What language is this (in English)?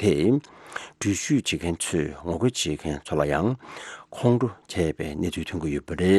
Tibetan